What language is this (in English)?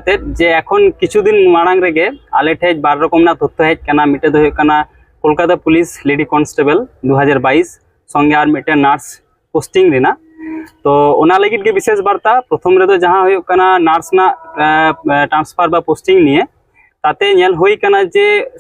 Santali